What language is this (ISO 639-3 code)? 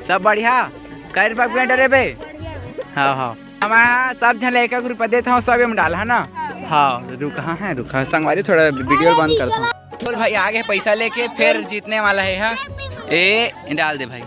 hne